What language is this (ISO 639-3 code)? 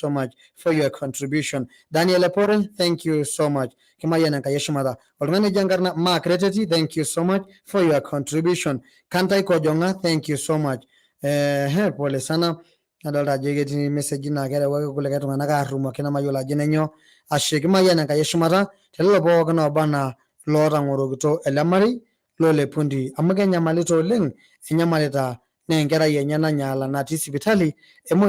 mas